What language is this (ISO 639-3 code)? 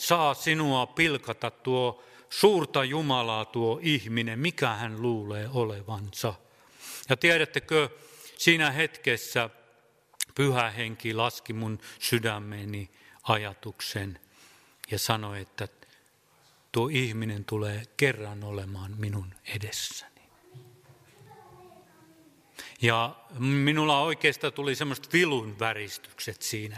fin